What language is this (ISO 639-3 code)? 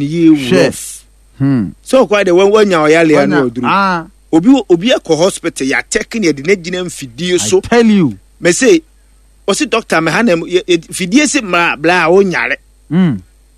aka